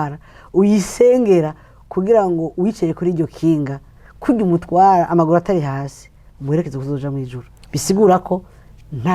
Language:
Rundi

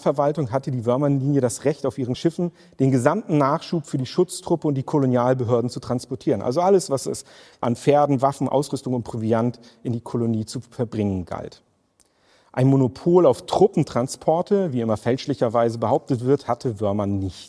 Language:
German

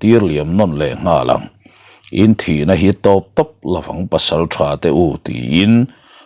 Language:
Mizo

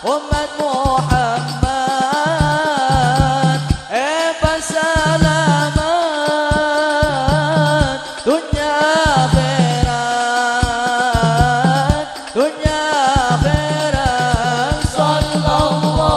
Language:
Madurese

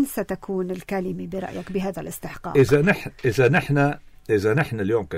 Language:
North Levantine Arabic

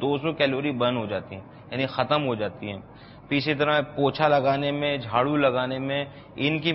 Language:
Urdu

